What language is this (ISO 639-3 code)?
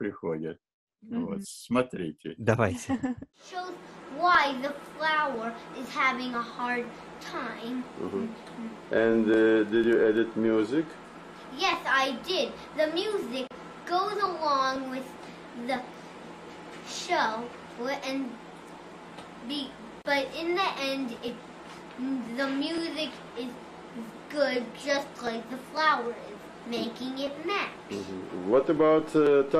rus